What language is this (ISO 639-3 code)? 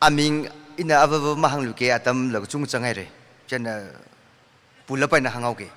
nmf